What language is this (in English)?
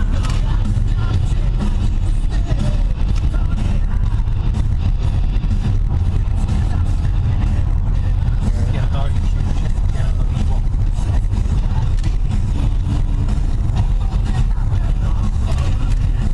Polish